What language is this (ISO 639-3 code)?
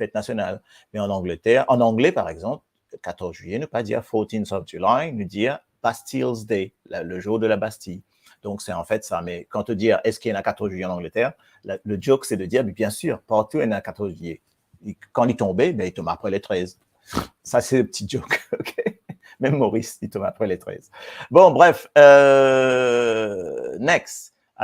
mfe